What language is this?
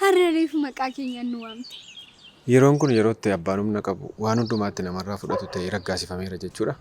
Oromo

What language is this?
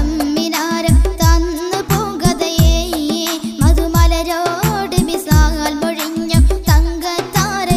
Malayalam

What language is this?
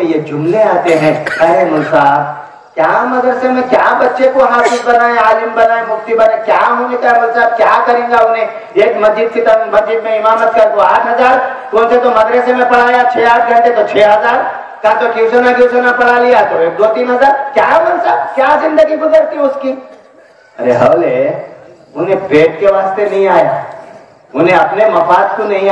Urdu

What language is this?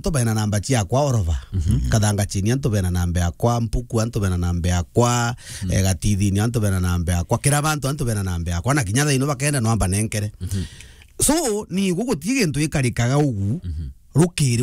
Meru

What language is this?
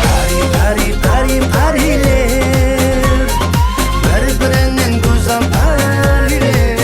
Kara-Kalpak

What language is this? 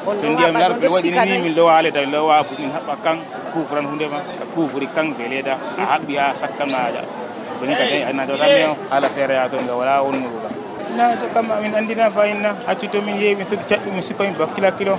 Nigerian Fulfulde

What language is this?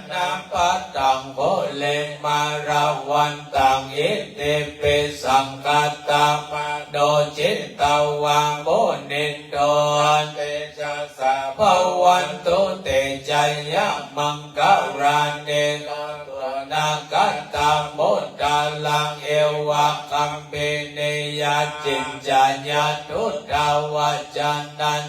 Pali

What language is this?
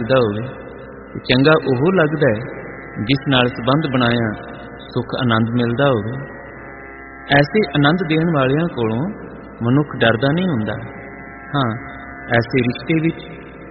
Punjabi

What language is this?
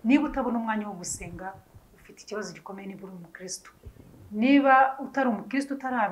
Kinyarwanda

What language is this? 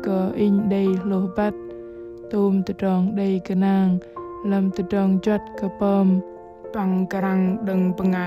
Bahnar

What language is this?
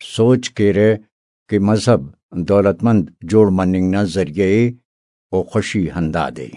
Brahui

